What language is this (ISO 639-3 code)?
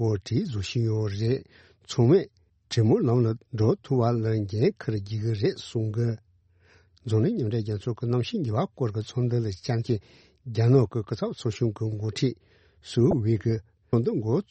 bod